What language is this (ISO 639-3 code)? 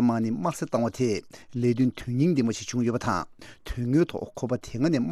bod